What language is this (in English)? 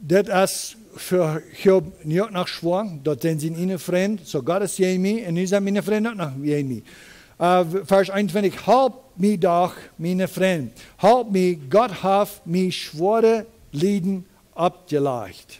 Plautdietsch